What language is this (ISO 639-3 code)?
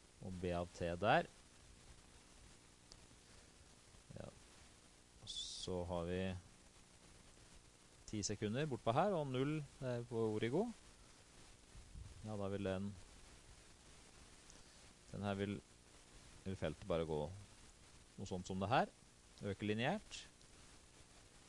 nor